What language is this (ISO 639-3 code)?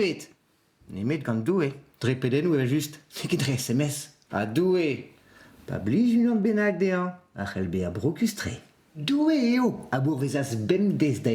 bre